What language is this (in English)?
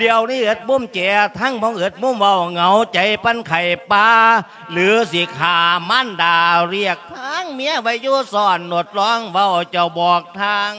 Lao